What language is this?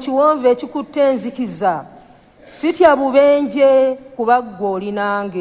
Ganda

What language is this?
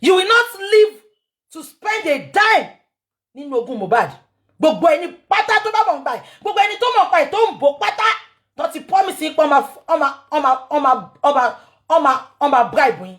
Yoruba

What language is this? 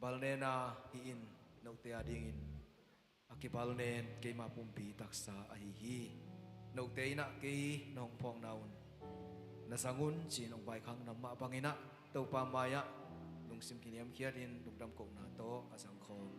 Tedim Chin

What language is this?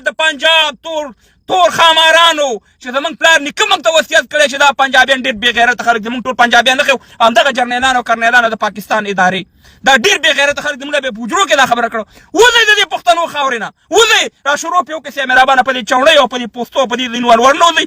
Pashto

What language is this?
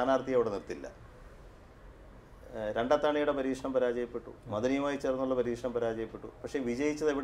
Malayalam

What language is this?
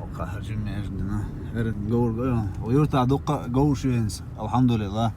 Chechen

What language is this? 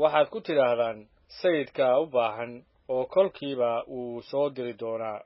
Somali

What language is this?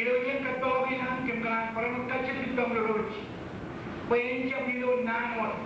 Marshallese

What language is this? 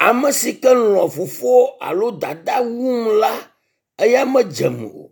Ewe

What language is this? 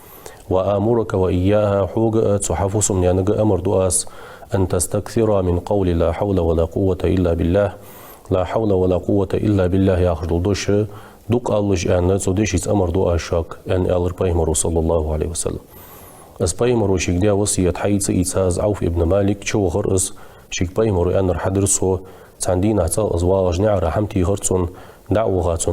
Ingush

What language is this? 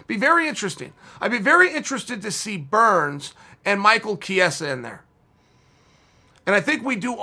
English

